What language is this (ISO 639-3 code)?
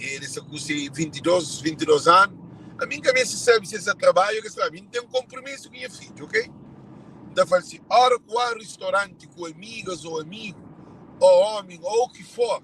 kea